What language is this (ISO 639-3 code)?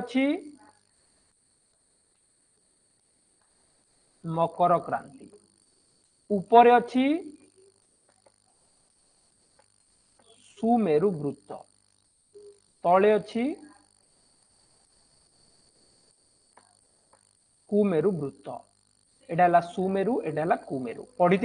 ori